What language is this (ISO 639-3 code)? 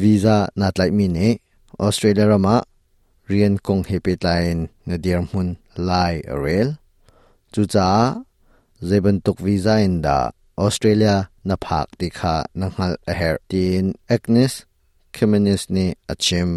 cnh